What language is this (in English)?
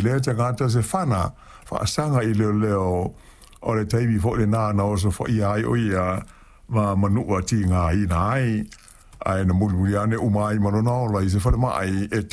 Samoan